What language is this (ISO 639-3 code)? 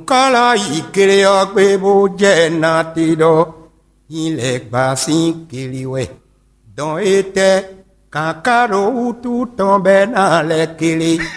fon